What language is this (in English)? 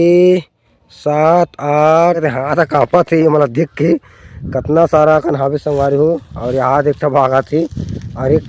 Chhattisgarhi